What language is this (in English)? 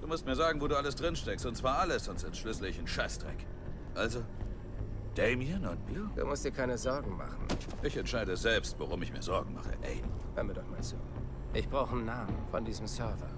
Bavarian